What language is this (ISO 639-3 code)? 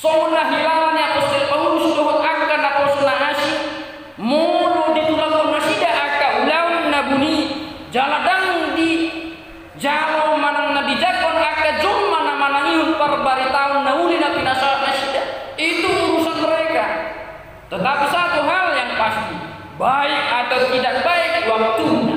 bbc